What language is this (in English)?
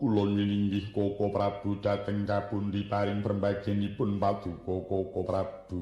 Javanese